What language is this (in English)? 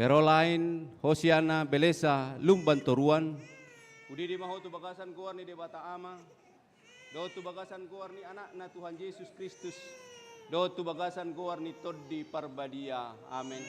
Batak Toba